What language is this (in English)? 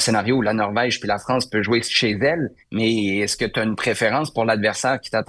French